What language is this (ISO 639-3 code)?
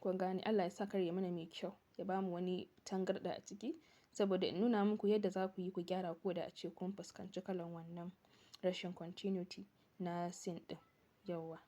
hau